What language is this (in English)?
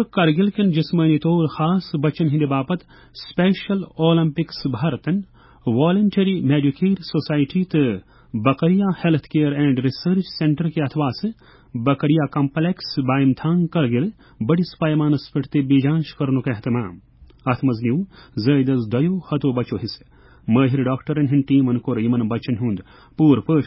Kashmiri